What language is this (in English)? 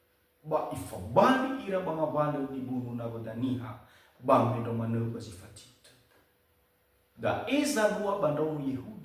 Nias